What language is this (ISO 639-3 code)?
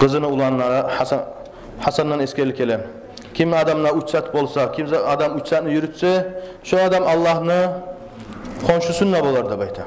kum